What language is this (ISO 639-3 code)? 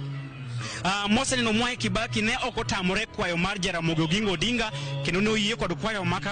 luo